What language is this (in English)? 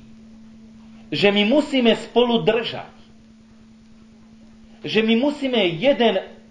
Slovak